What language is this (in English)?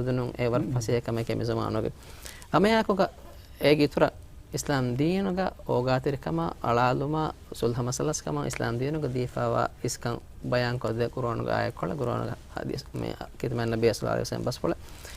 Divehi